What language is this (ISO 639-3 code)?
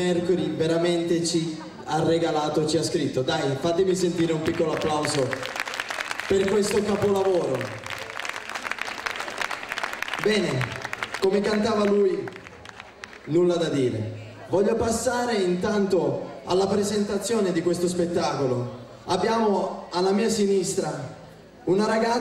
ita